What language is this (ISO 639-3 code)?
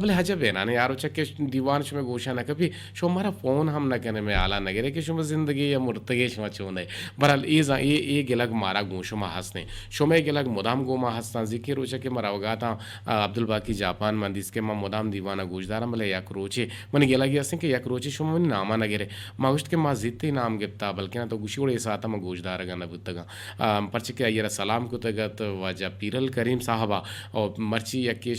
bgp